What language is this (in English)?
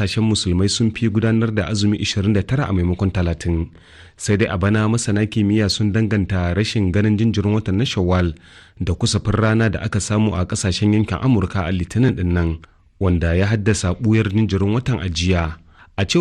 Hausa